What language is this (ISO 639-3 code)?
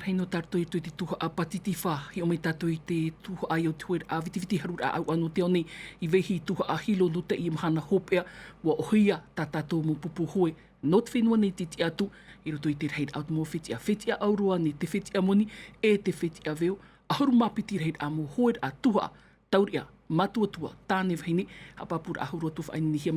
tah